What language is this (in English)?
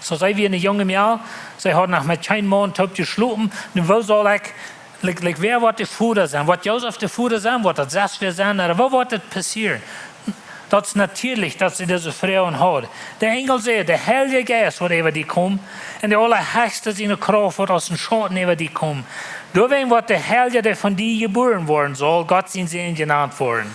Plautdietsch